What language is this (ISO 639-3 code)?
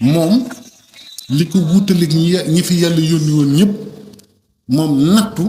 wol